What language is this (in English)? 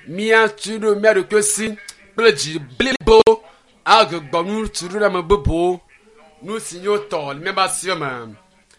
Ewe